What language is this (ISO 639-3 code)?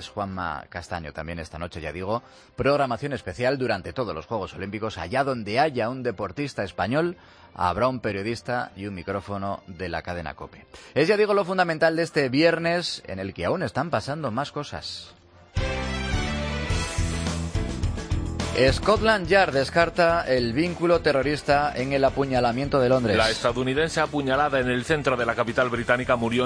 spa